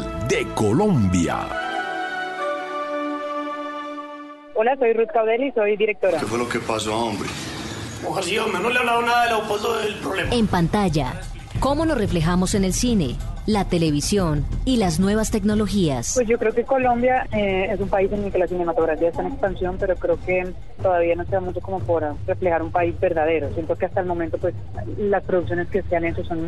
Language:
Spanish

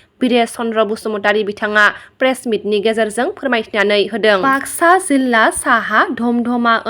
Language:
Bodo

